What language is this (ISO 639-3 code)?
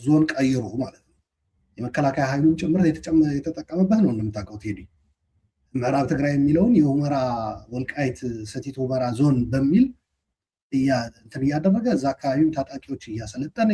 amh